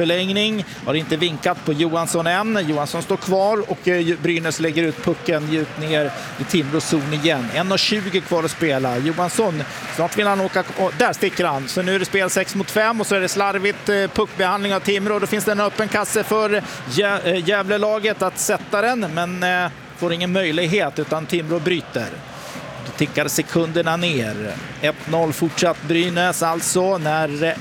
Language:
Swedish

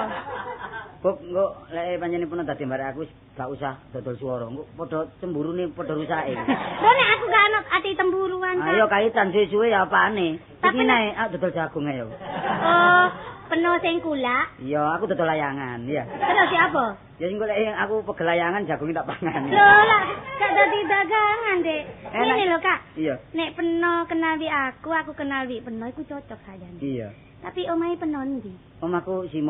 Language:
Javanese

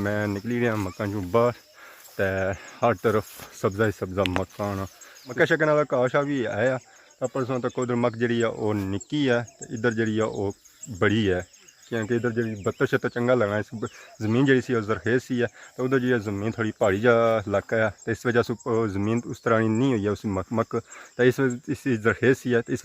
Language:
Pahari-Potwari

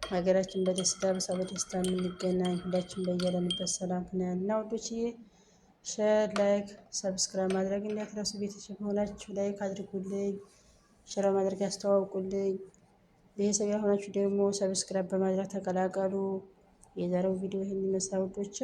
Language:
Amharic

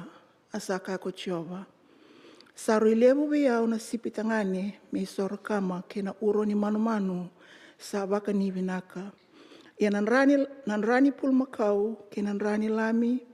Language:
Fijian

